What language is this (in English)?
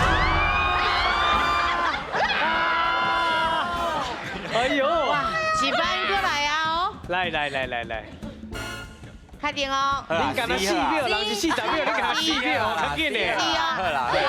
Min Nan Chinese